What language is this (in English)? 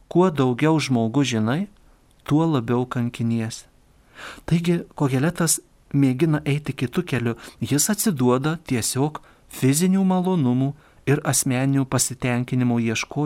Lithuanian